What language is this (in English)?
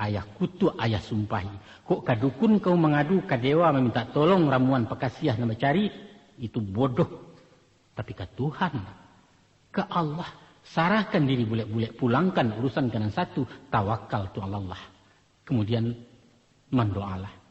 Minangkabau